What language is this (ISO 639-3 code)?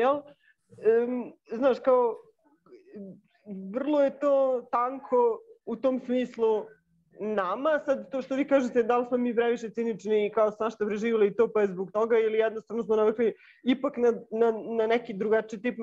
srp